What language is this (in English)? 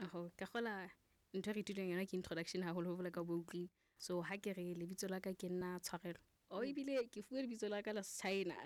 Southern Sotho